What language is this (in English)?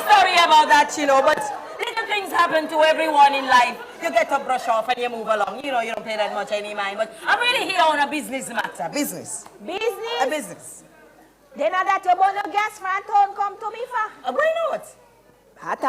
Jamaican Creole English